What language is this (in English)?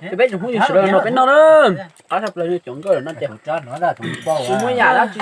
Hmong